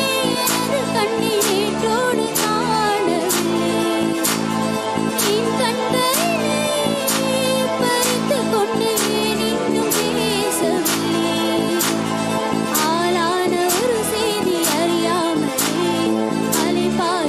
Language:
Tamil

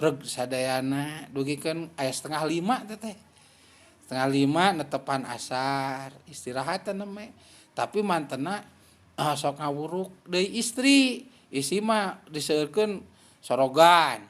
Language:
Sundanese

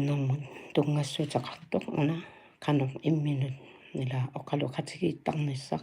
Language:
Kalaallisut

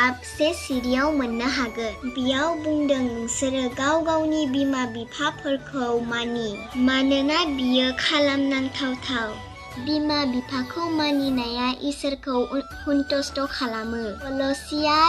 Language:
Bodo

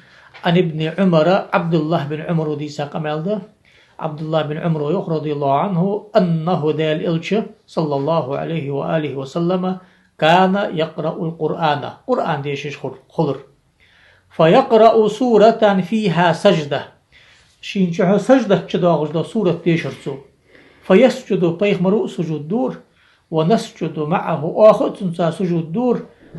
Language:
Ingush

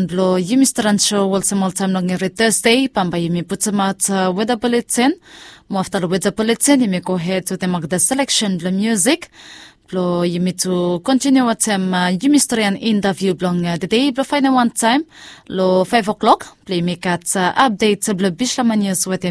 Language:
Bislama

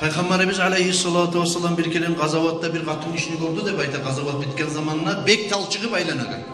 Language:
Kumyk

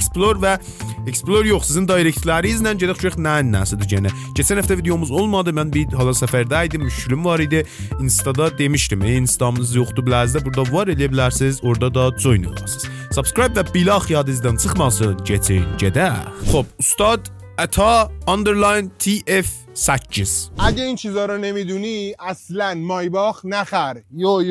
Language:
South Azerbaijani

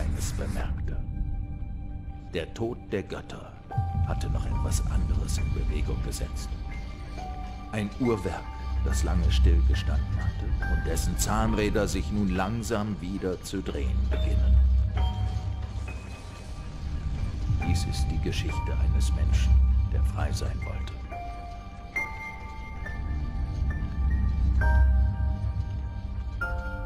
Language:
German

